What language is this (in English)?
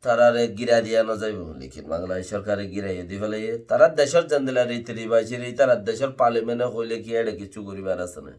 Rohingya